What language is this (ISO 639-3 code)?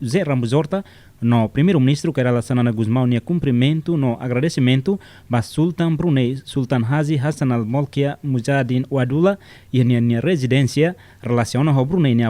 tet